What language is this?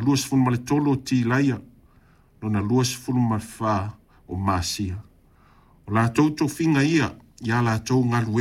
Samoan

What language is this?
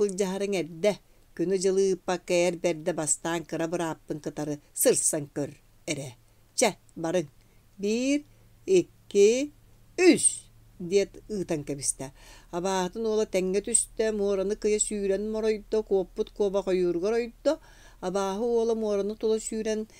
Yakut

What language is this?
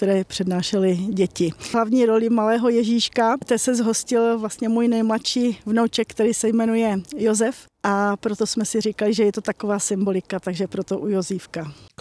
Czech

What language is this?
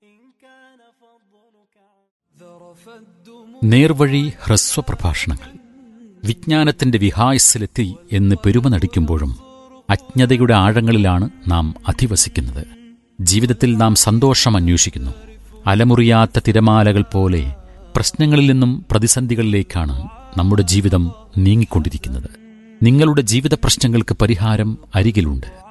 Malayalam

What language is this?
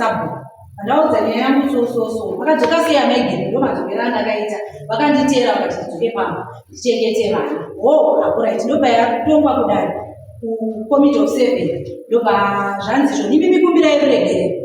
Shona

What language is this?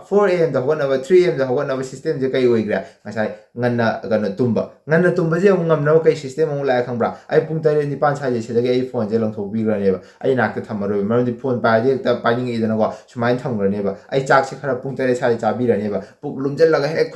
Manipuri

